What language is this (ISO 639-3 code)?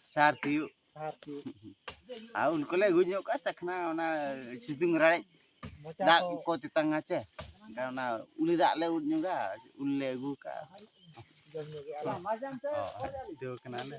sat